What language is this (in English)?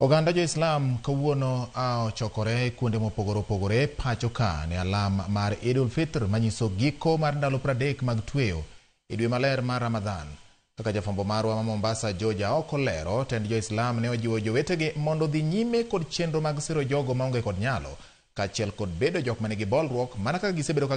Luo (Kenya and Tanzania)